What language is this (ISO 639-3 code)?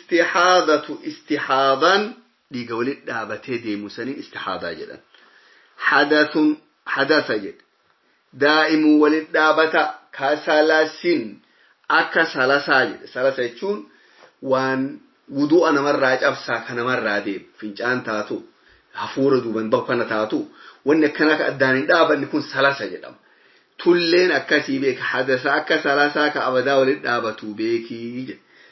orm